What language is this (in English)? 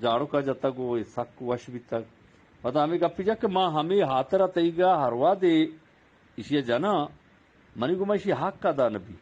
Eastern Balochi